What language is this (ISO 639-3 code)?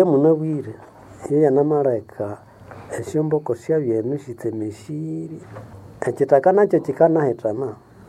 nnb